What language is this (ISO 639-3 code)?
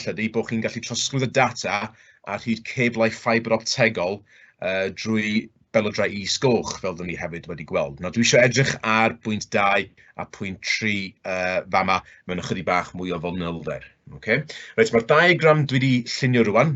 cym